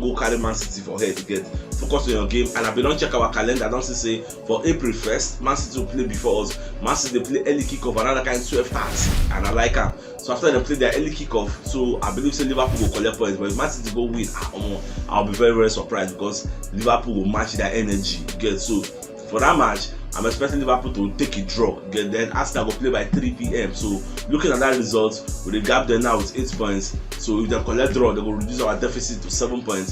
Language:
Nigerian Pidgin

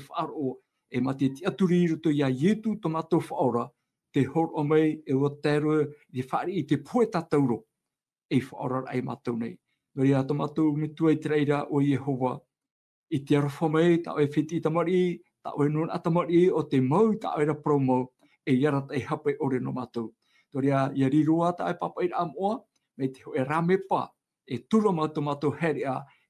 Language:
Tahitian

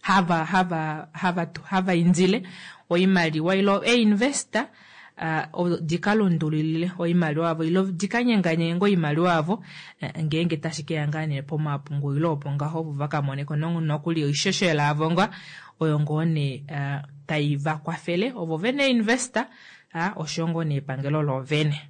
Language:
Kuanyama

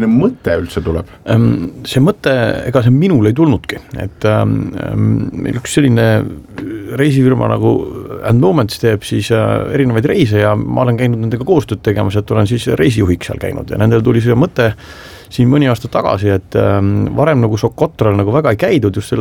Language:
Estonian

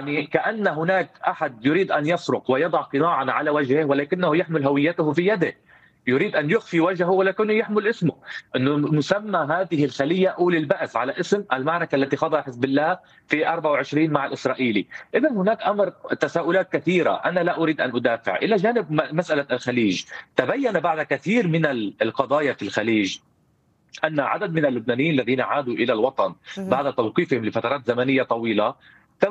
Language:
Arabic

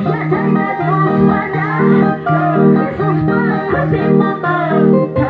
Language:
Quechua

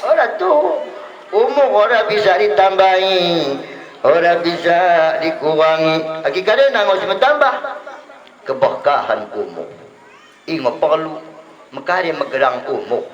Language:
Batak Dairi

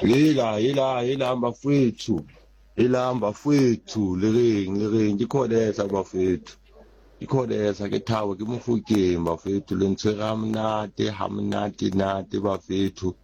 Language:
Southern Sotho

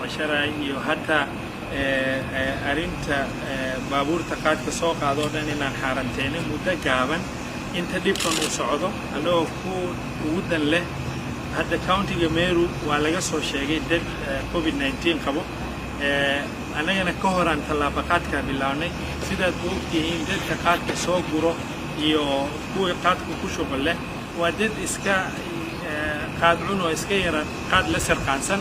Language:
Somali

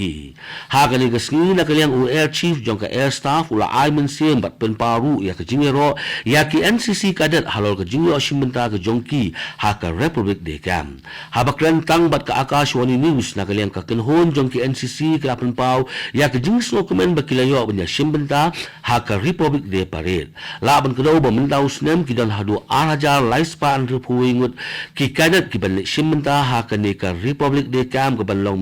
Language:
Khasi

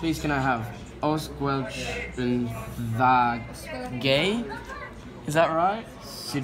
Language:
Welsh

